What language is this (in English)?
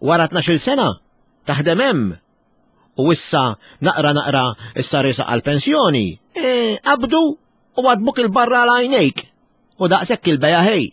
Maltese